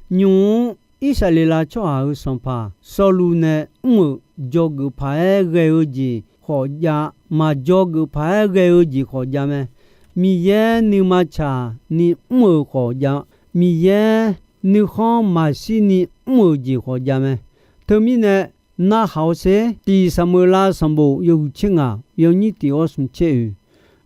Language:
Akha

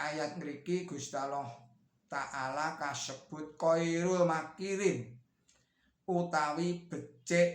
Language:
Javanese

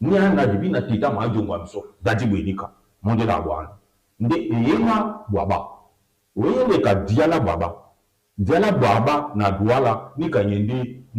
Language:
Duala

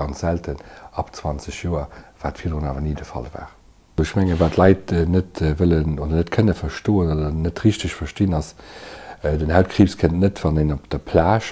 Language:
Luxembourgish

